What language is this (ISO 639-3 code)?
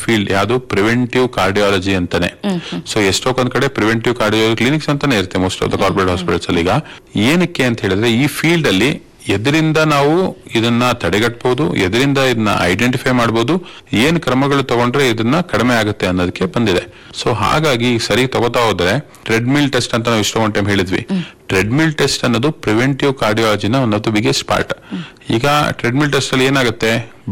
kan